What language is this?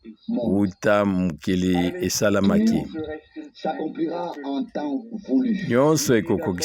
Lingala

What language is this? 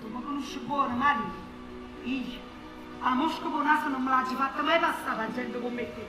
Neapolitan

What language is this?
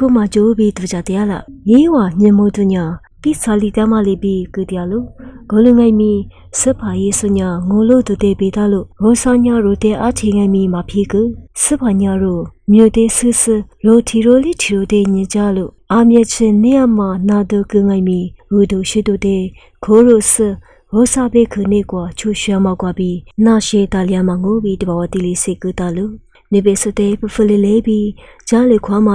Lisu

